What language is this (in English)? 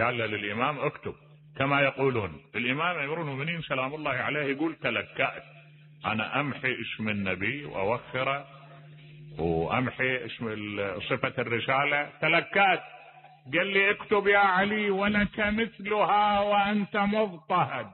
Mesopotamian Arabic